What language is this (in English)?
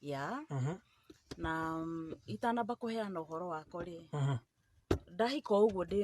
Kikuyu